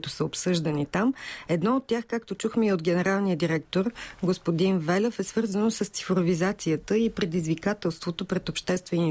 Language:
Bulgarian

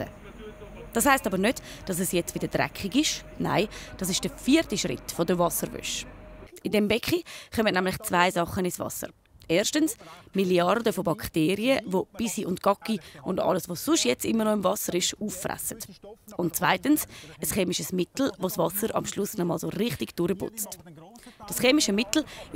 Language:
Swiss German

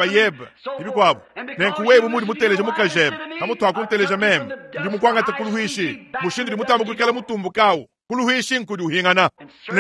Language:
Luba-Lulua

